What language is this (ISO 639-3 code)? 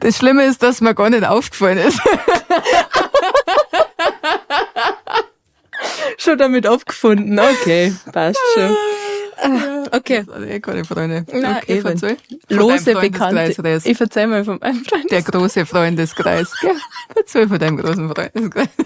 bar